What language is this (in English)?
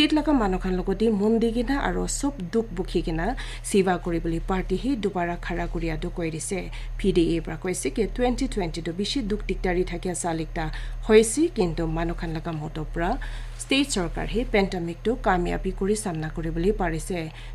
Naga Pidgin